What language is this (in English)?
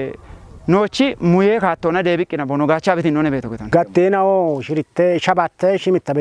Kafa